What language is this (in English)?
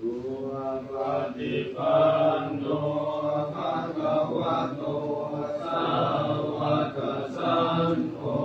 Pali